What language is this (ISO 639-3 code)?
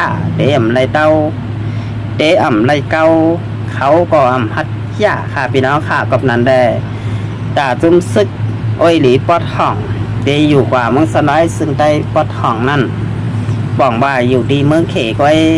shn